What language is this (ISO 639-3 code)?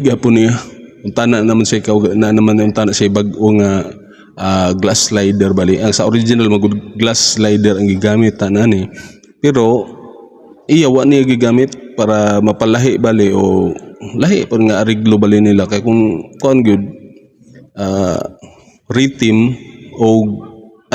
ceb